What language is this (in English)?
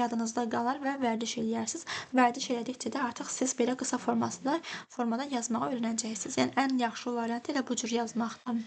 Azerbaijani